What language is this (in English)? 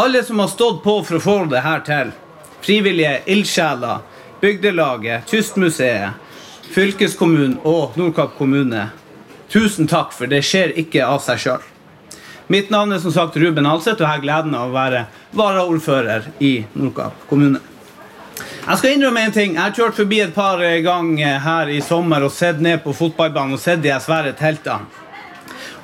Norwegian